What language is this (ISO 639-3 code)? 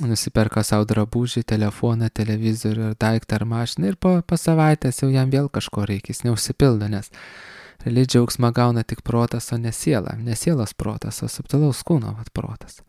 lit